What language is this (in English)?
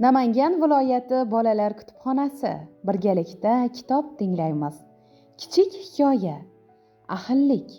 Uzbek